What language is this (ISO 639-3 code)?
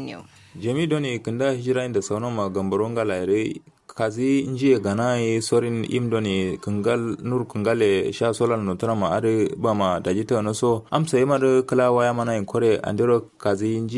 kau